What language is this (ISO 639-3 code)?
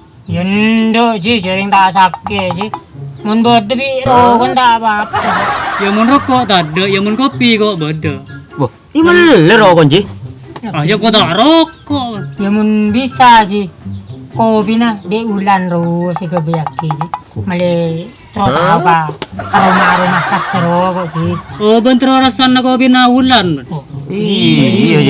mad